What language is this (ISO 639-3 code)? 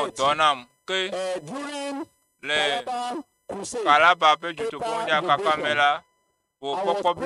ewe